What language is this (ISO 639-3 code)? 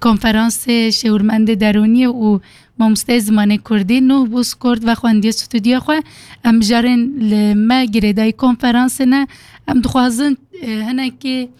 kur